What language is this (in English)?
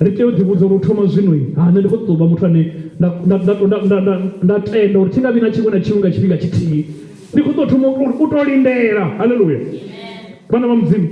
Venda